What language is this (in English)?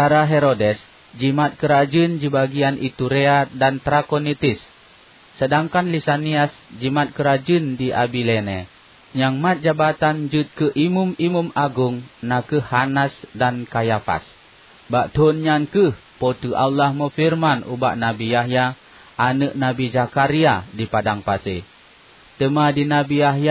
Achinese